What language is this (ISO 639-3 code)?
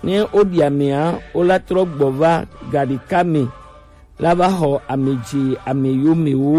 gej